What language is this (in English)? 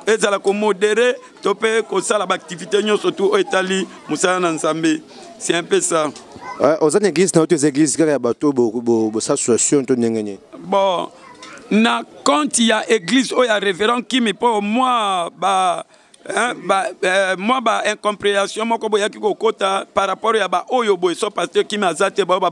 Lingala